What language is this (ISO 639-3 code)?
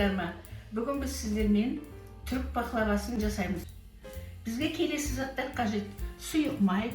kaz